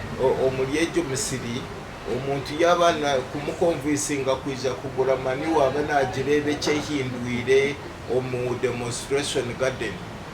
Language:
Nyankole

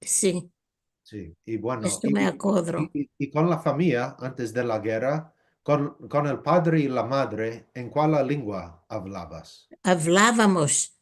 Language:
Ladino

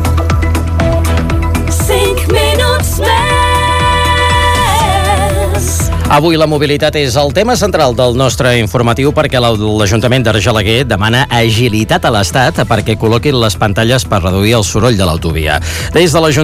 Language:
Catalan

